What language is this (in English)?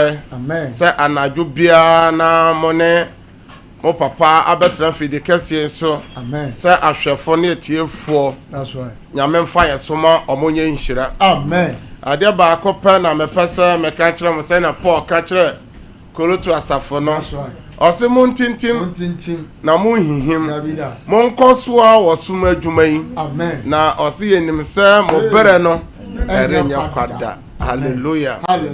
Akan